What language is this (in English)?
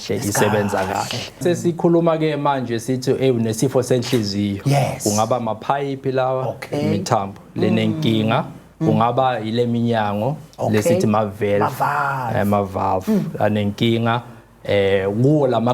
Zulu